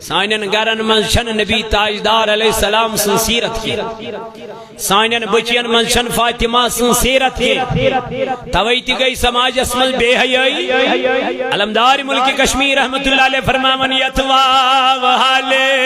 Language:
Kashmiri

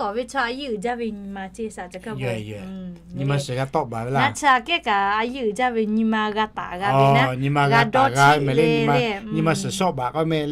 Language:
Lahu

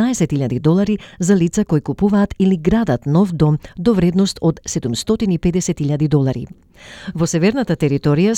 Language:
Macedonian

